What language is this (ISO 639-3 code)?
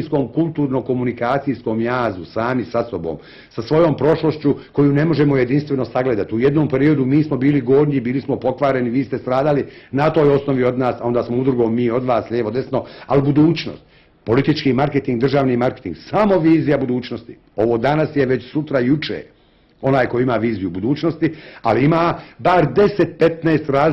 bos